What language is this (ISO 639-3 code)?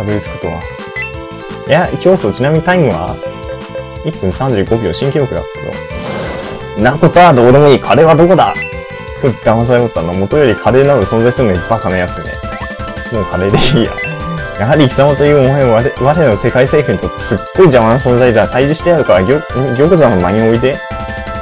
jpn